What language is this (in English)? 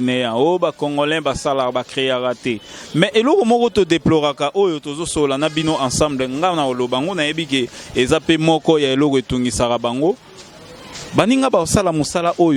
Lingala